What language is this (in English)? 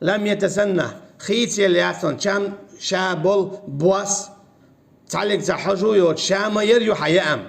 Chechen